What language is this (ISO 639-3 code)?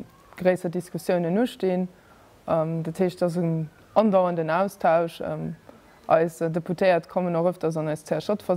ltz